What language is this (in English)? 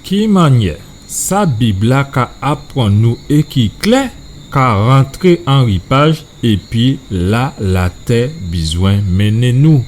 Guadeloupean Creole French